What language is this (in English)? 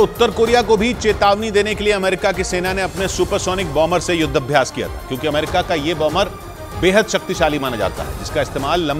Hindi